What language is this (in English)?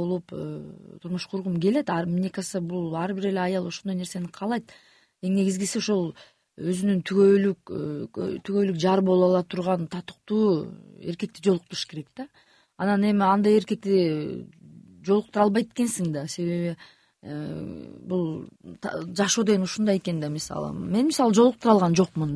Kyrgyz